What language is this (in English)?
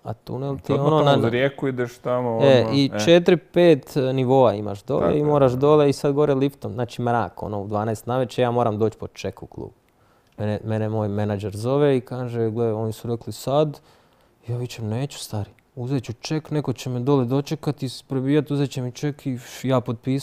Croatian